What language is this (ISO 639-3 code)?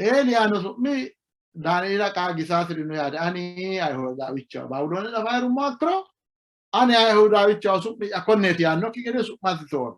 sid